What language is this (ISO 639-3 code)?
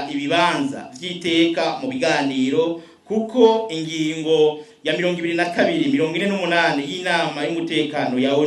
run